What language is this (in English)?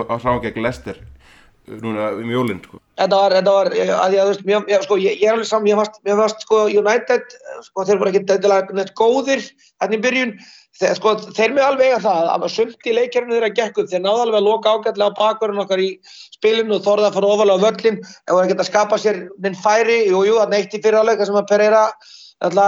Icelandic